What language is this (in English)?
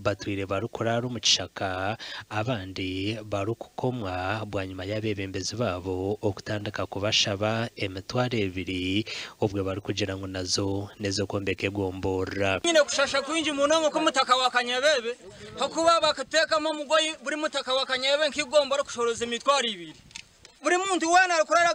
Nyankole